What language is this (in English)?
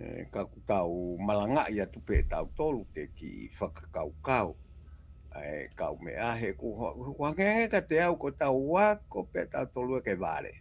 Tongan